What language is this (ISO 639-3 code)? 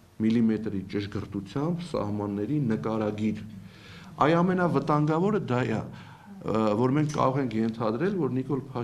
hye